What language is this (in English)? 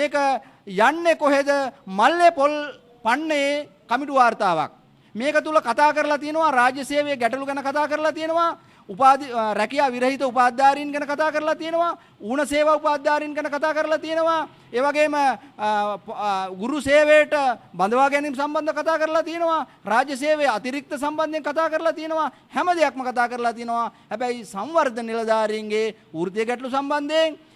Sinhala